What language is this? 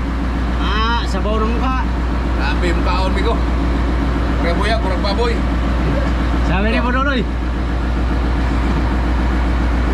Filipino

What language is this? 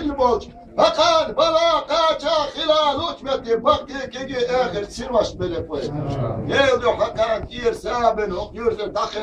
Chechen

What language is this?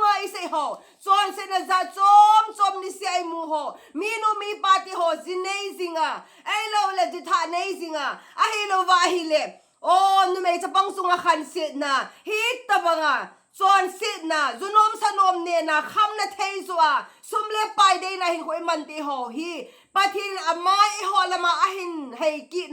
Thado Chin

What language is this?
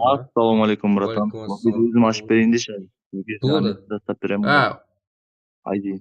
Kara-Kalpak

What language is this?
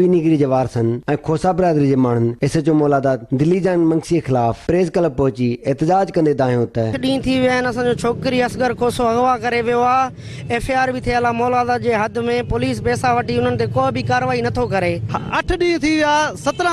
Sindhi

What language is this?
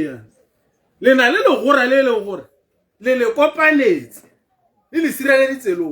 Tswana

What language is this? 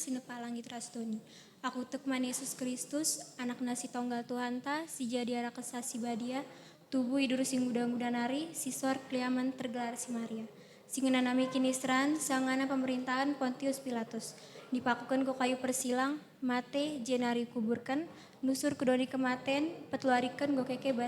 Batak Karo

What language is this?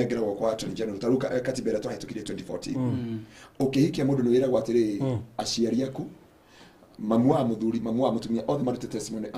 Kikuyu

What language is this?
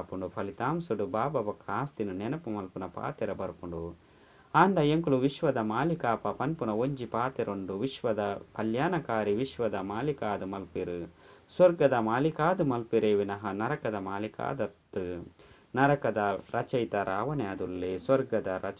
Tulu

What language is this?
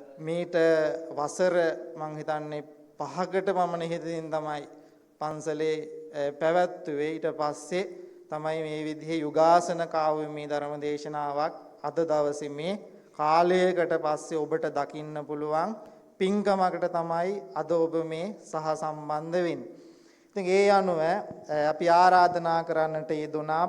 Sinhala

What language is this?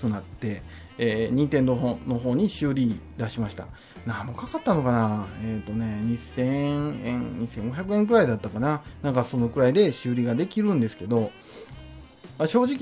Japanese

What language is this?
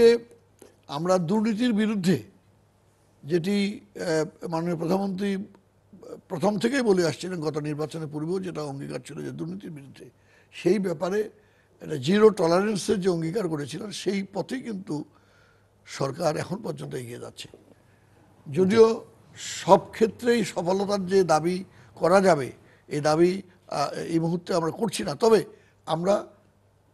Bangla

